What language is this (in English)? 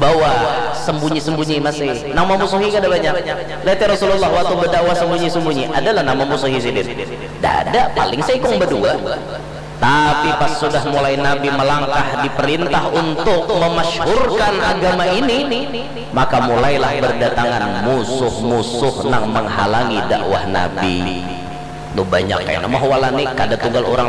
Banjar